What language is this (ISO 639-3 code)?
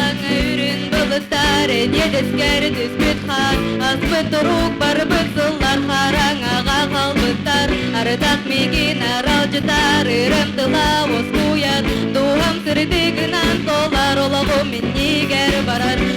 sah